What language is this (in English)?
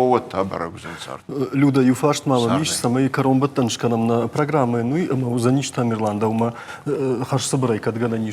Ossetic